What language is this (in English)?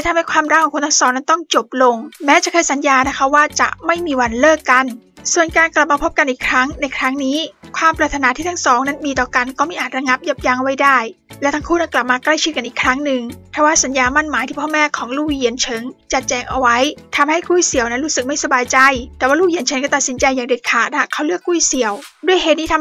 Thai